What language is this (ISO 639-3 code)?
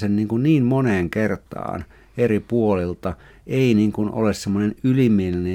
fin